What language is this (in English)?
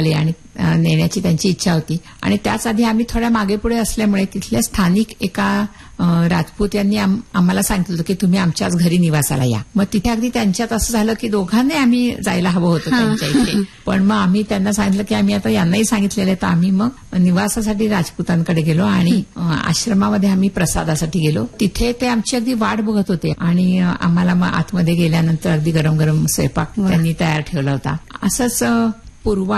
Marathi